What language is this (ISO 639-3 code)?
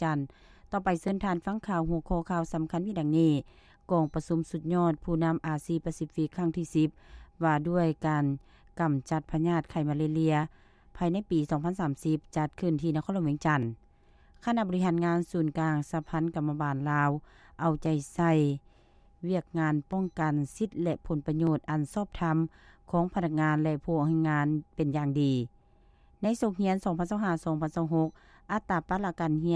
lao